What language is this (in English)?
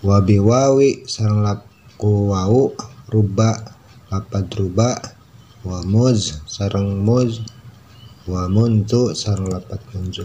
Sundanese